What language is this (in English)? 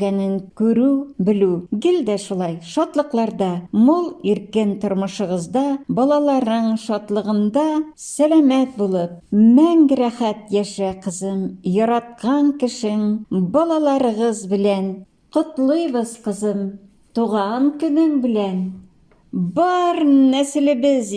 Tatar